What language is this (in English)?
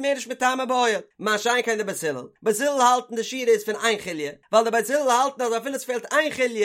Yiddish